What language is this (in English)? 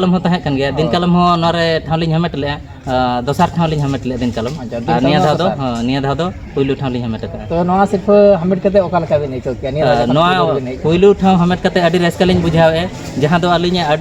Santali